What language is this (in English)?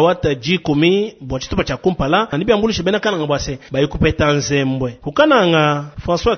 Luba-Lulua